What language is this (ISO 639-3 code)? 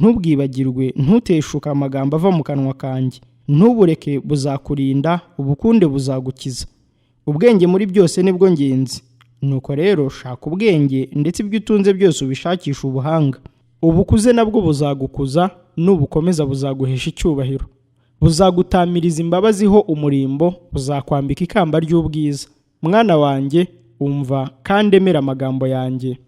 kin